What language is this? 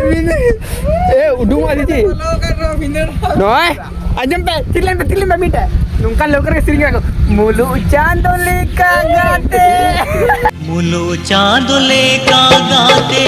Santali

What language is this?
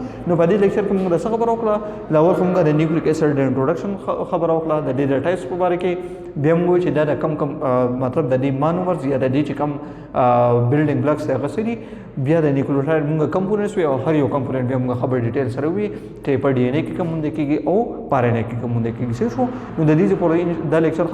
Pashto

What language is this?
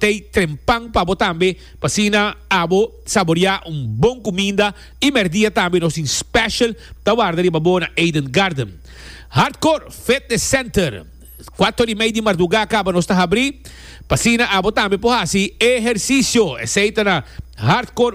Papiamento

